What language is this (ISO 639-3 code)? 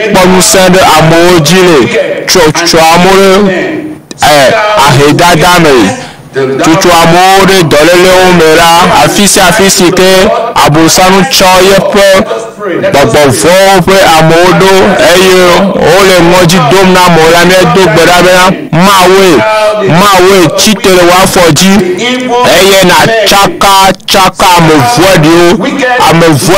ewe